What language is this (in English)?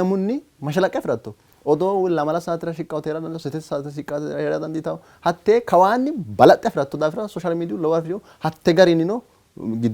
Sidamo